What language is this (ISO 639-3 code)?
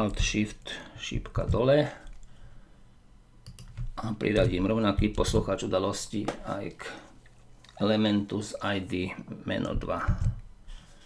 slk